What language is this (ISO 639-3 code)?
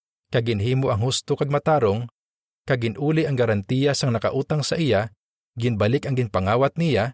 hil